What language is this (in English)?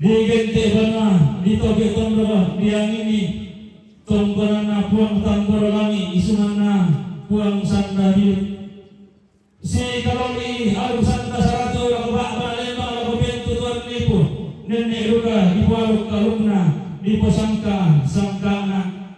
Toraja-Sa'dan